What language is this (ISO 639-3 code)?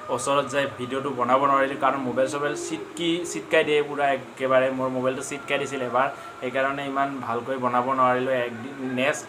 asm